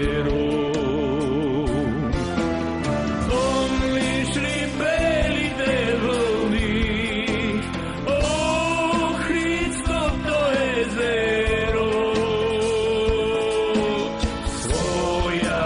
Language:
Bulgarian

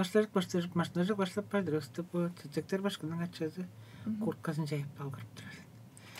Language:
Tuvinian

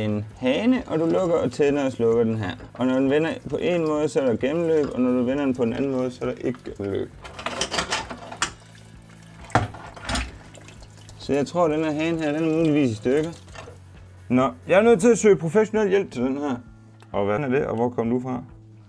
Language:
Danish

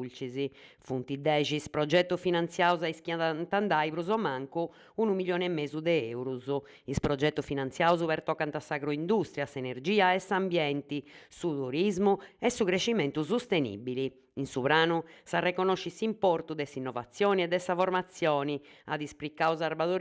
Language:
Sardinian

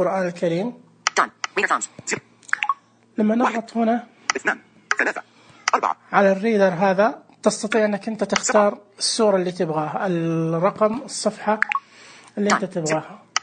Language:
Najdi Arabic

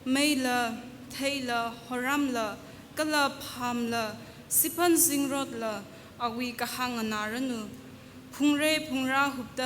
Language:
Tangkhul Naga (India)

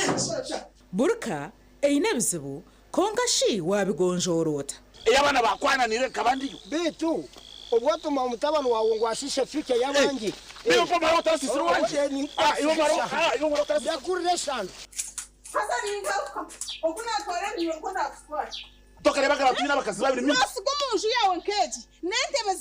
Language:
Nyankole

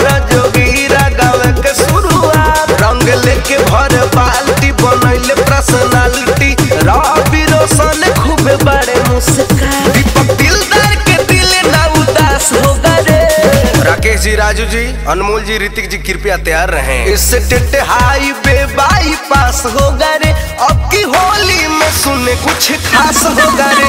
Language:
Bhojpuri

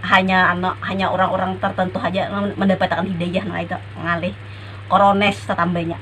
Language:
Banjar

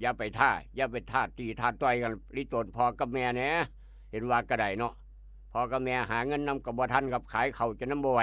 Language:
Northeastern Thai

